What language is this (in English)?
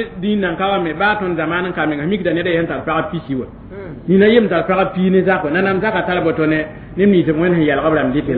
Mossi